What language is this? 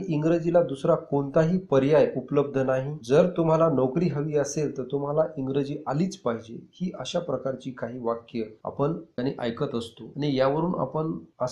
Marathi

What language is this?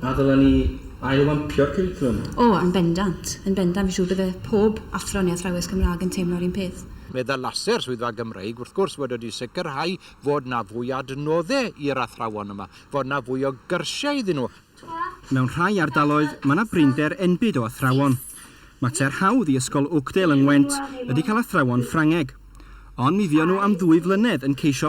Welsh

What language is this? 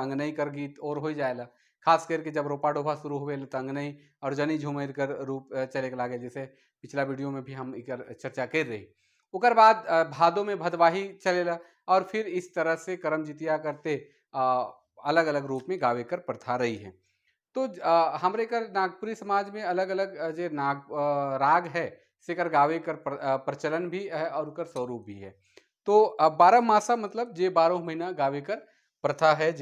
Sadri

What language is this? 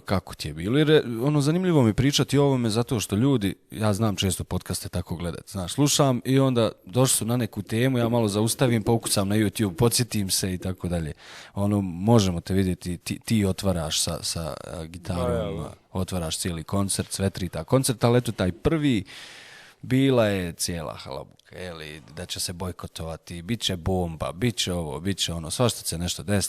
Bosnian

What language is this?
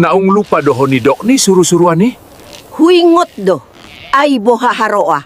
Batak Toba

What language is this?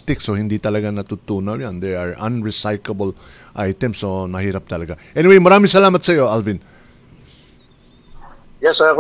Filipino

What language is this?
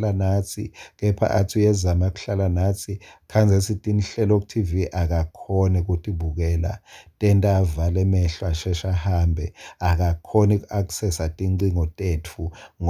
Swati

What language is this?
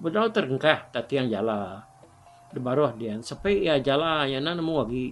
Iban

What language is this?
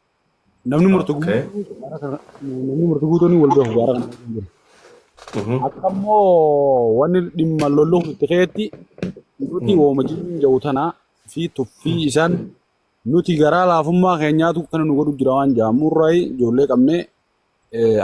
Oromo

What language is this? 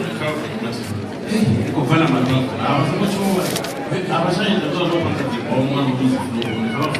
Venda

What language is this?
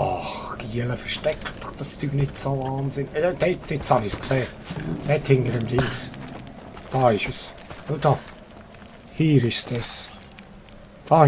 Swiss German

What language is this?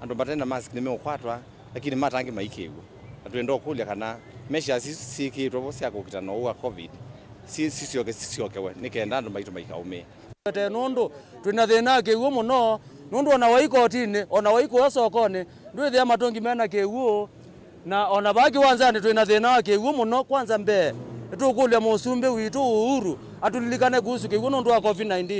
Kamba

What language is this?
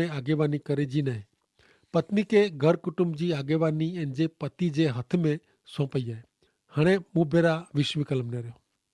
Kachhi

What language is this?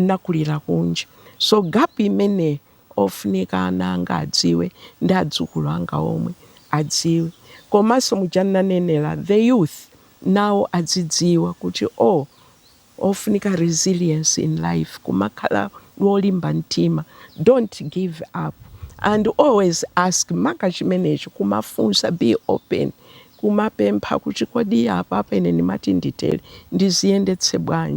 Nyanja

